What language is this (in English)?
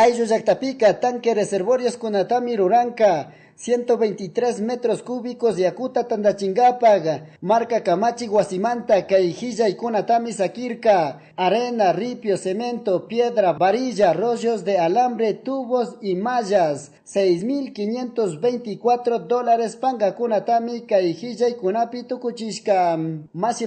Chimborazo Highland Quichua